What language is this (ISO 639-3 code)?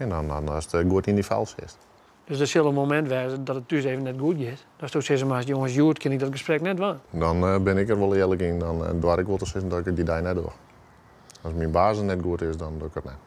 fry